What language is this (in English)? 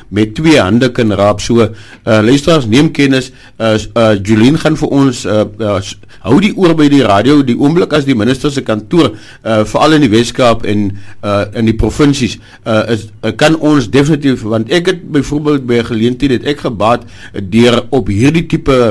Afrikaans